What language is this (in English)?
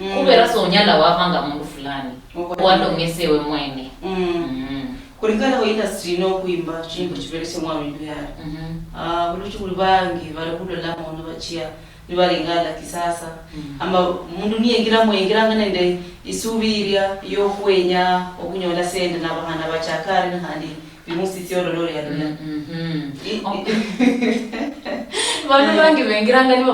Luyia